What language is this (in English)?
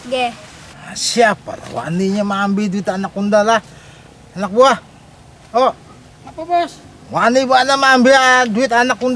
Banjar